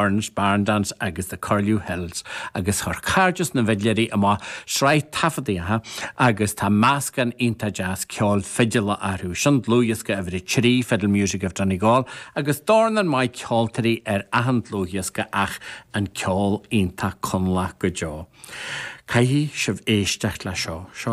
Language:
Irish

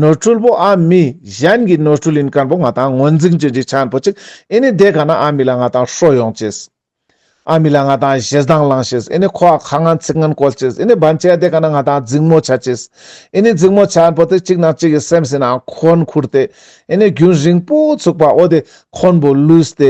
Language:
Ladakhi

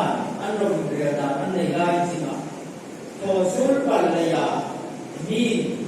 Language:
Hmar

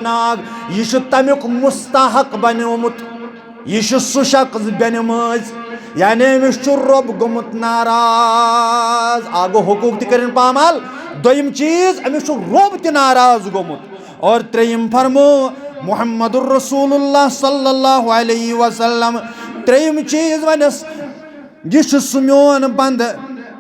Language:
Kashmiri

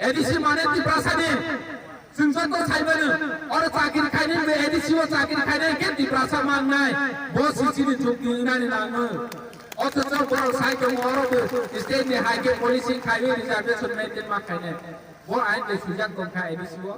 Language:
Kok Borok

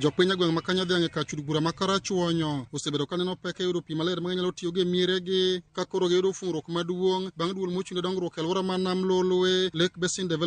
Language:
Luo (Kenya and Tanzania)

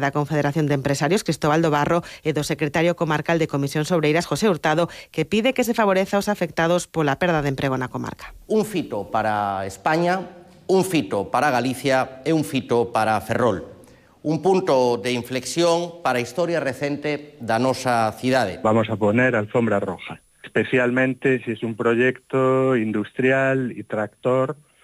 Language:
Galician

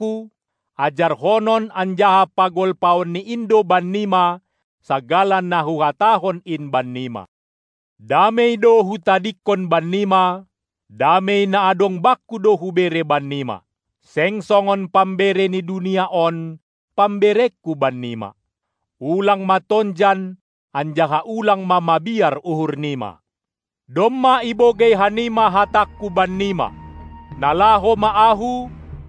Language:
Batak Simalungun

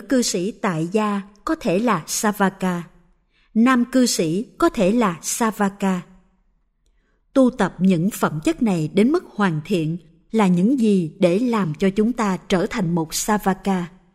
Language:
Vietnamese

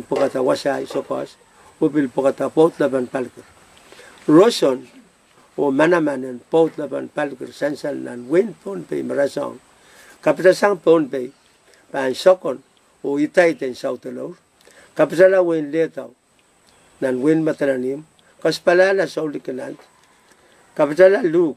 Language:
Pohnpeian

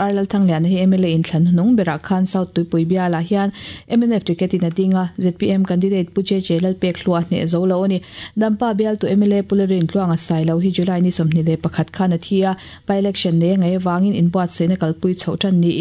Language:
Mizo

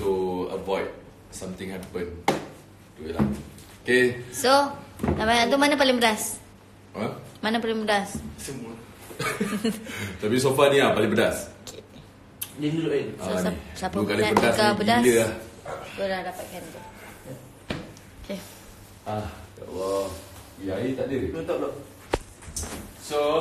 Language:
Malay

